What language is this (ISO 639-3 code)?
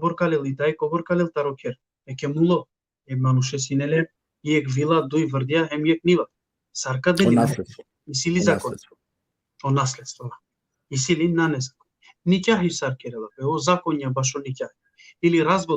rmn